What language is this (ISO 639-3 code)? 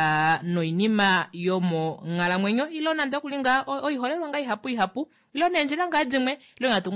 kua